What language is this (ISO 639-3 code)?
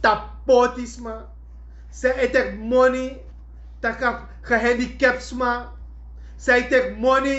srn